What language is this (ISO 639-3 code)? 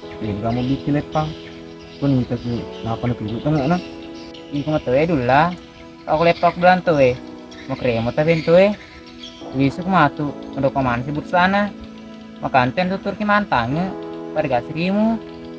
bug